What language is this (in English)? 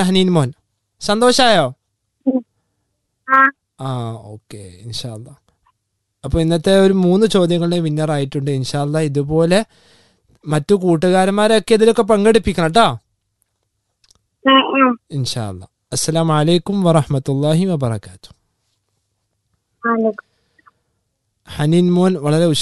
Malayalam